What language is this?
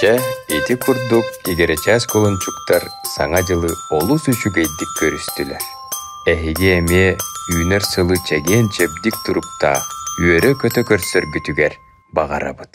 Yakut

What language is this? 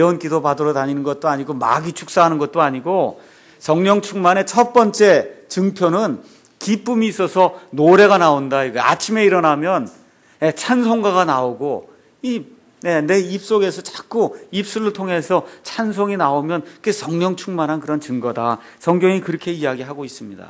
Korean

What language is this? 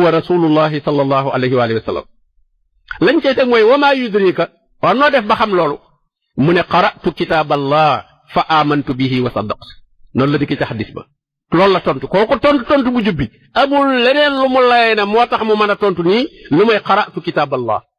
Wolof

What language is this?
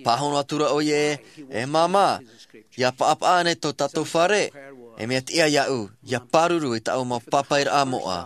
Tahitian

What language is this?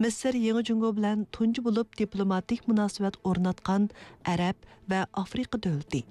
Uyghur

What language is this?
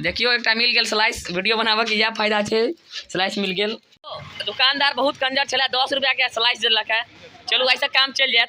Maithili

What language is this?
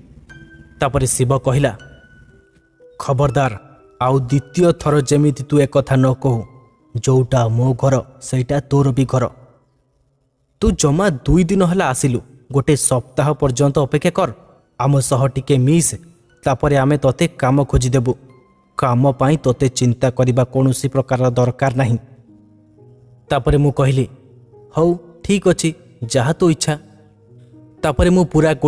Odia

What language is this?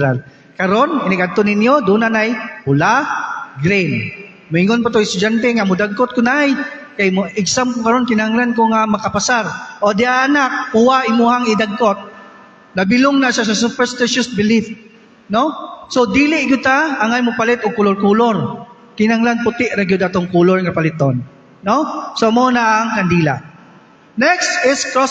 Cebuano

